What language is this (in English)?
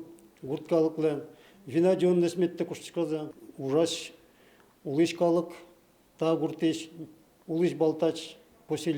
Udmurt